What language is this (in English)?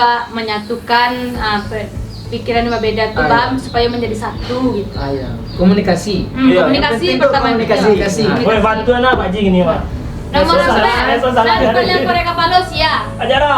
Minangkabau